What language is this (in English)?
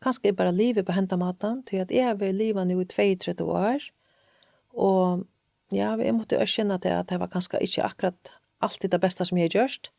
Faroese